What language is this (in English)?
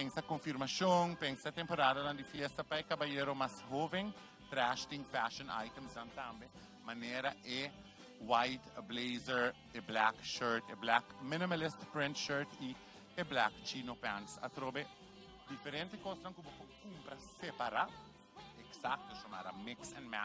Papiamento